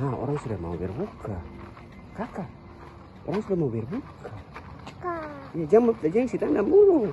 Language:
Ambonese Malay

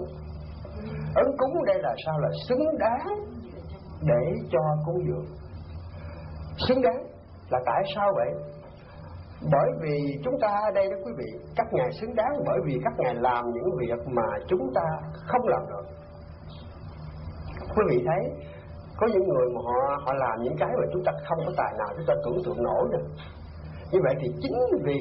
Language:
Vietnamese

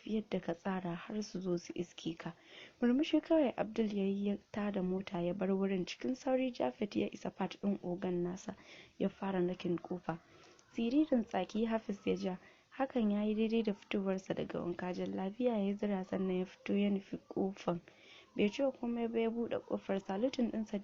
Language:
Hausa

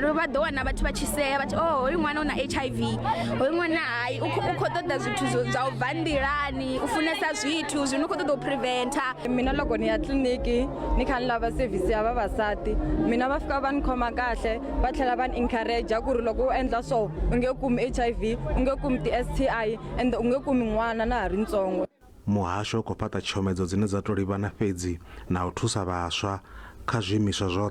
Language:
Venda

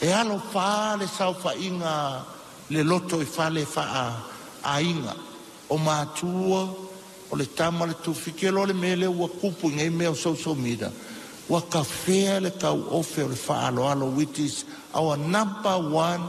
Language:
Samoan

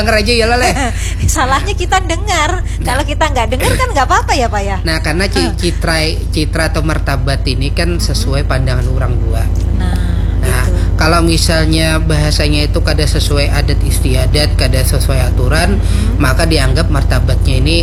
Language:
Banjar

